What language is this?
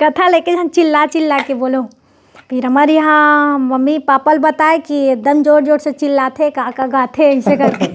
Chhattisgarhi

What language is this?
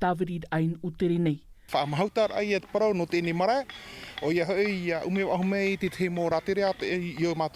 Tahitian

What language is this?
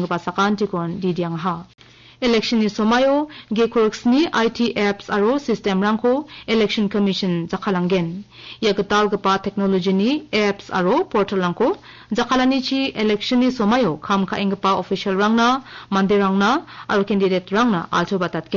Garo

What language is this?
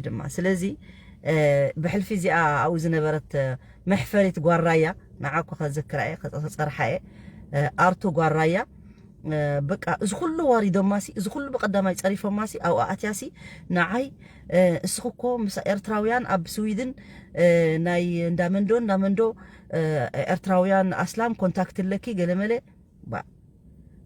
Tigrinya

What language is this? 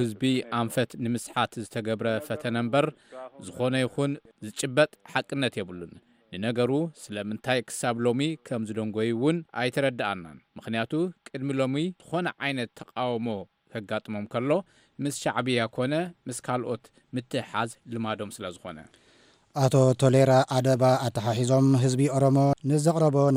Tigrinya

